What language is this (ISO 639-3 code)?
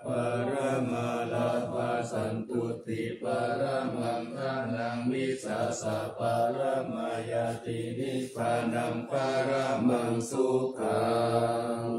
pli